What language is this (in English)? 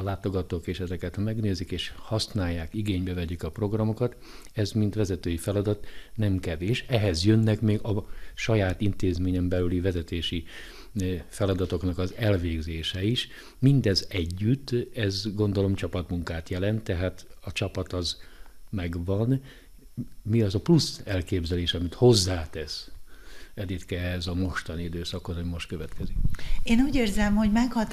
Hungarian